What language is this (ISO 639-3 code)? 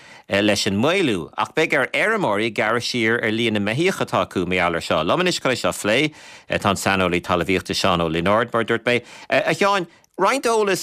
gle